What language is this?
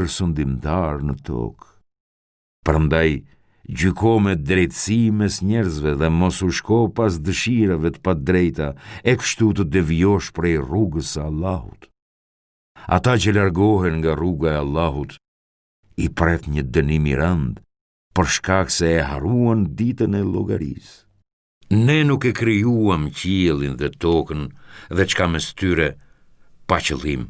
Albanian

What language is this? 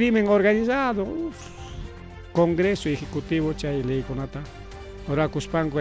Ayacucho Quechua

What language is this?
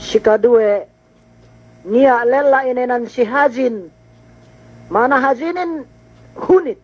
Yakan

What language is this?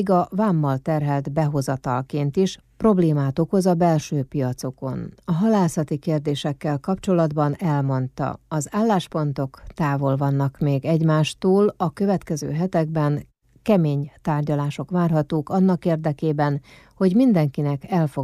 Hungarian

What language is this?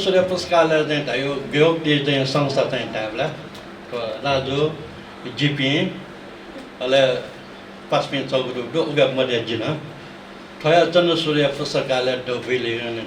Newari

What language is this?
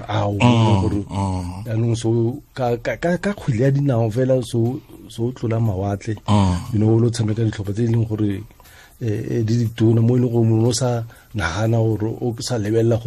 Tswana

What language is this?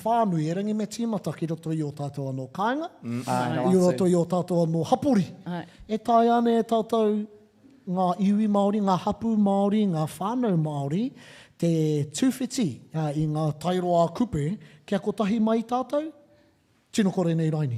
Māori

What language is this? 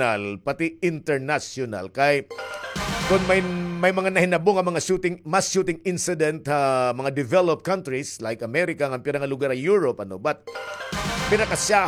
Waray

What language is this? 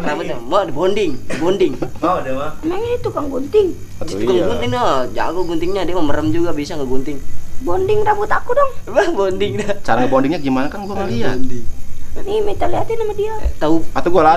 Betawi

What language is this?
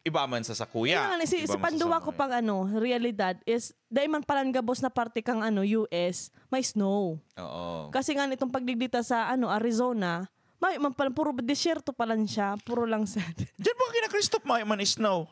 Bikol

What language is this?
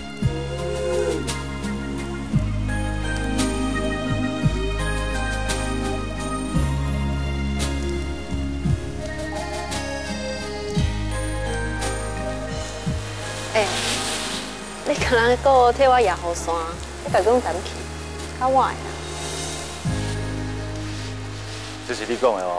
Min Nan Chinese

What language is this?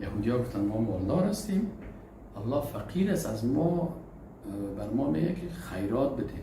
Persian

